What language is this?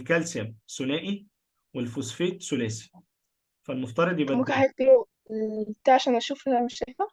Egyptian Arabic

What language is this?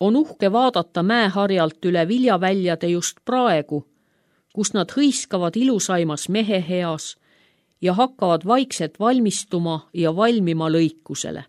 Estonian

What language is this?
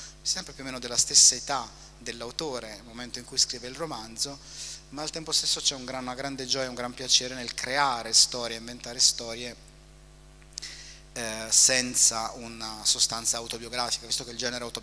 Italian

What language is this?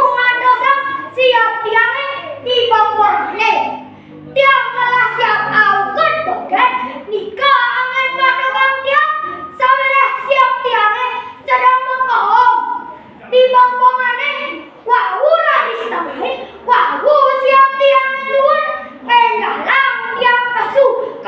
Balinese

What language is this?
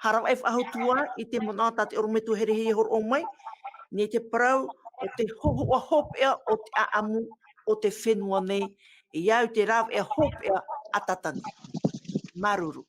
Tahitian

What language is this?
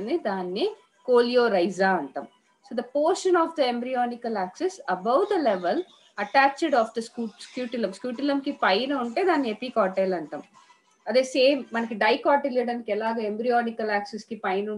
Telugu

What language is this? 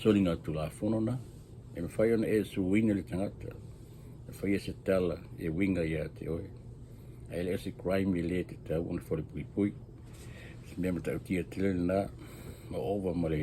Samoan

